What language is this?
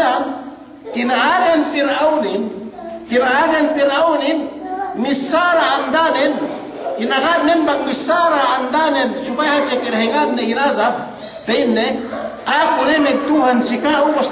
Yakan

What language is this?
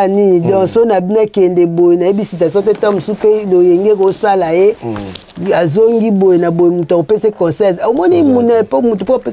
Lingala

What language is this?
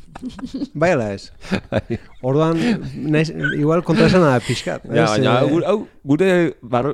Basque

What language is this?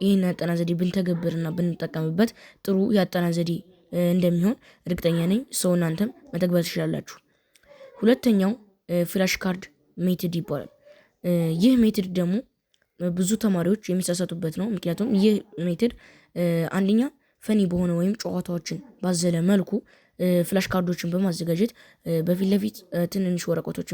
Amharic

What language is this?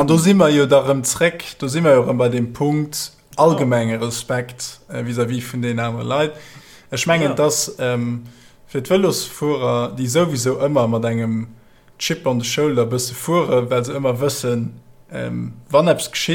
Luxembourgish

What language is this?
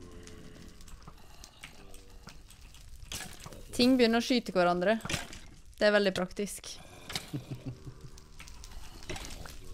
Norwegian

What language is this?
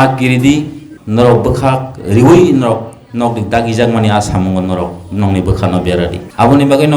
Kok Borok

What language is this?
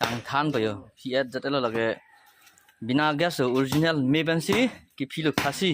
Karbi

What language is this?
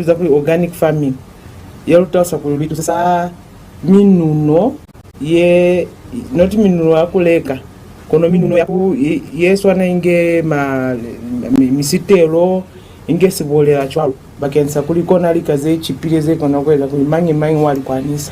Lozi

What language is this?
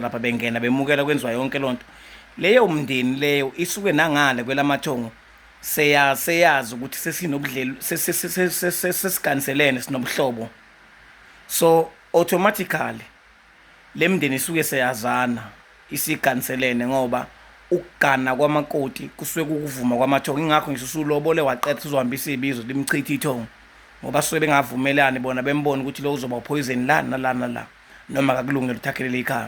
Zulu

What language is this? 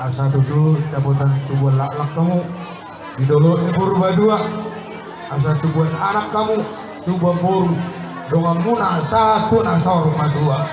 Batak Toba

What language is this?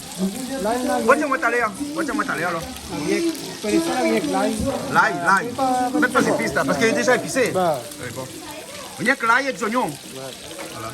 Réunion Creole French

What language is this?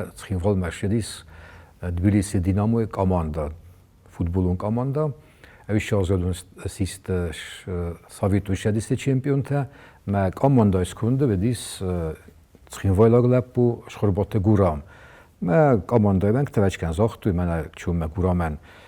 Ossetic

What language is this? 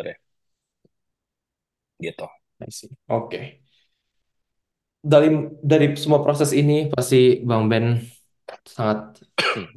Indonesian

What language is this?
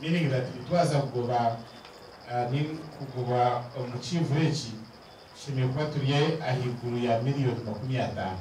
Nyankole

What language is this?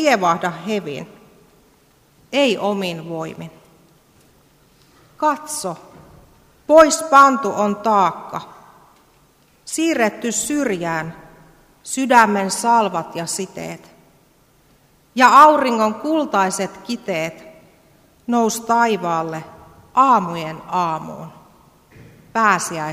Finnish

